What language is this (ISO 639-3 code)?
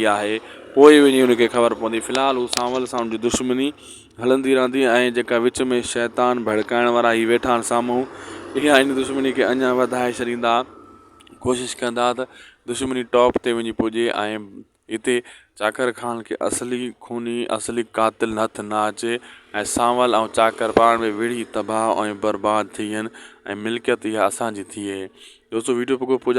snd